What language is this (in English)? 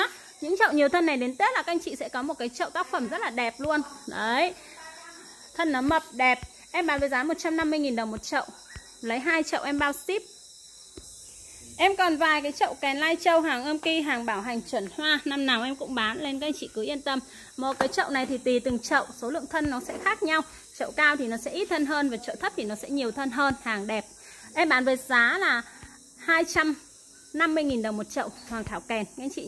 Vietnamese